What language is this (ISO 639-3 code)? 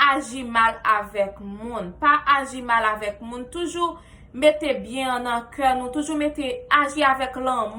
hat